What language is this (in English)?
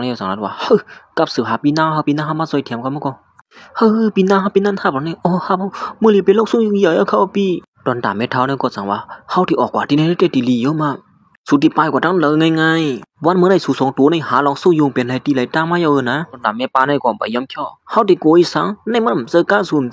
Shan